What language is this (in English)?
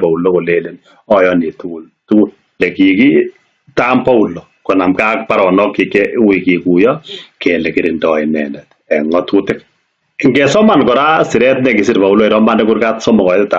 Kalenjin